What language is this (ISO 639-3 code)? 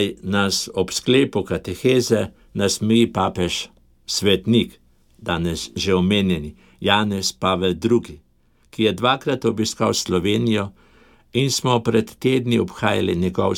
slv